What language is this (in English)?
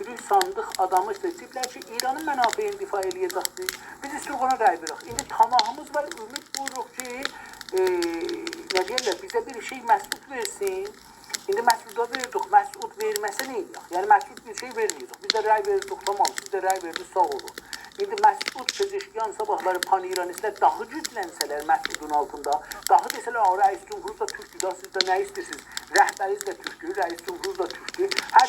South Azerbaijani